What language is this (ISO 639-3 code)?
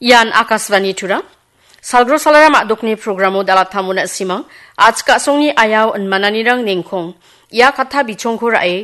grt